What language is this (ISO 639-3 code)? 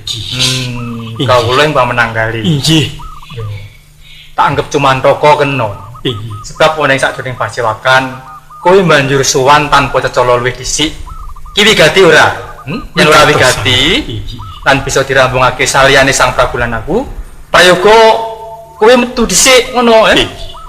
jav